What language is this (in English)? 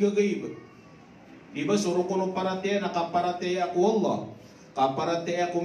Maranao